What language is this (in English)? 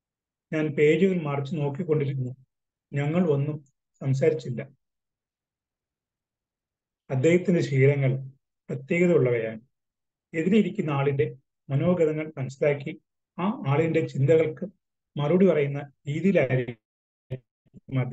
Malayalam